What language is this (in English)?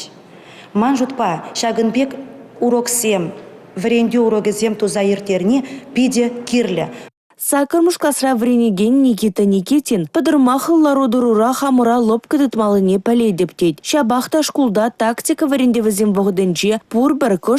Chuvash